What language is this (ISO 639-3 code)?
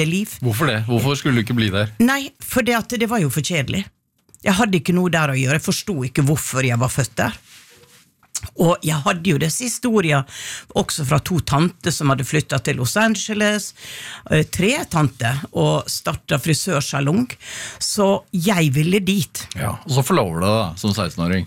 nor